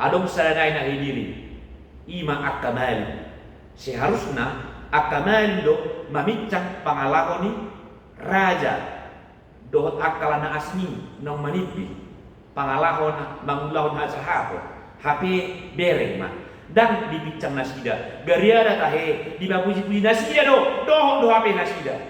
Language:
Batak Toba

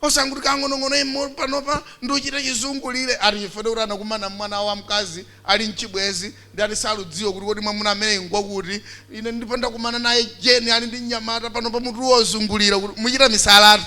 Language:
Nyanja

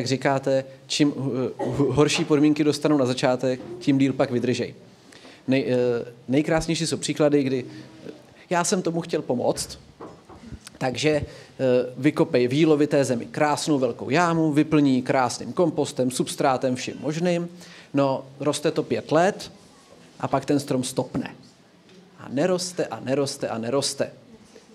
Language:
Czech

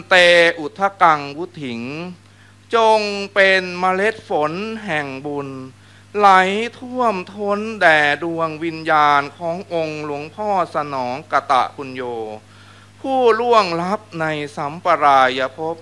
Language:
Thai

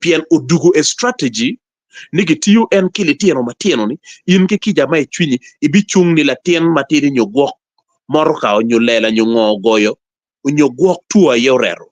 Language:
Acoli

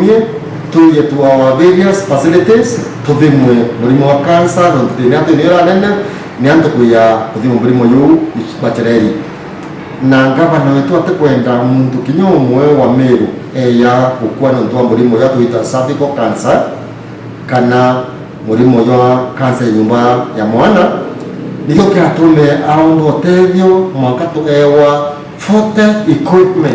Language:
Meru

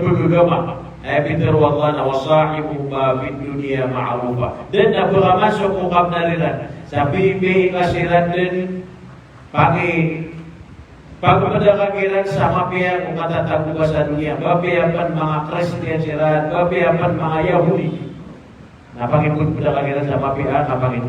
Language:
Maranao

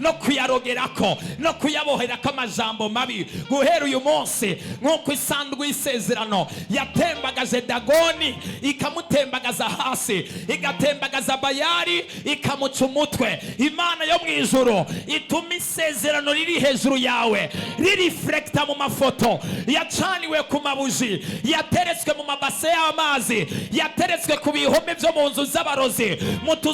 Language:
Rundi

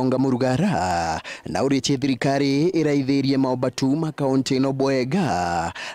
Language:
Meru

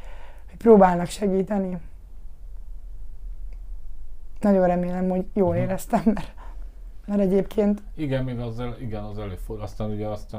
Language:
Hungarian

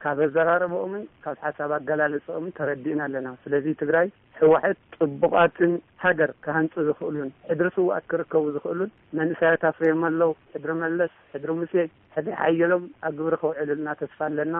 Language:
Tigrinya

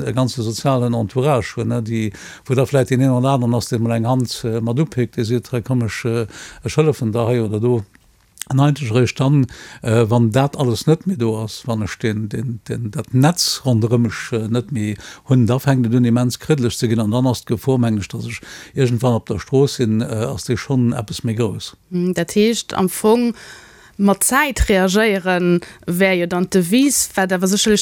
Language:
Luxembourgish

